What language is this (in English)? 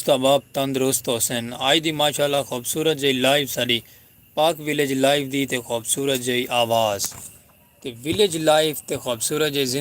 Saraiki